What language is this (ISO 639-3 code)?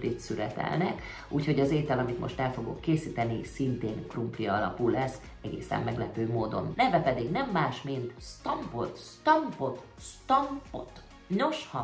hun